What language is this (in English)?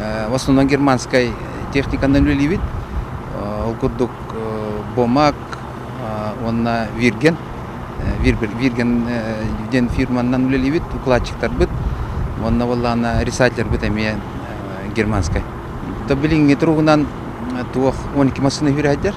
Yakut